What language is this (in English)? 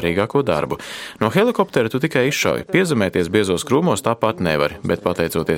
Latvian